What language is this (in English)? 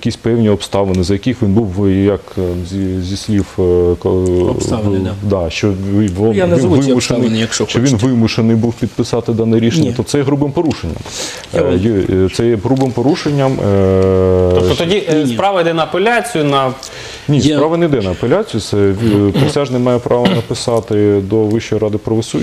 Ukrainian